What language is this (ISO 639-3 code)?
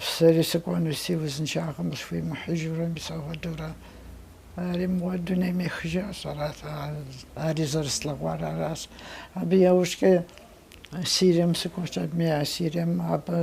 kbd